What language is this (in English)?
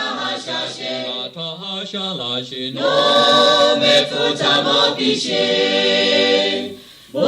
Lahu